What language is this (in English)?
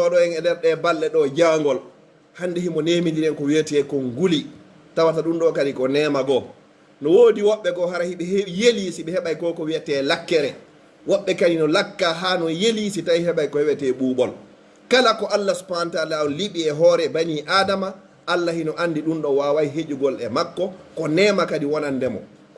Pular